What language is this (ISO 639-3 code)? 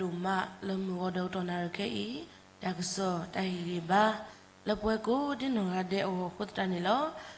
ksw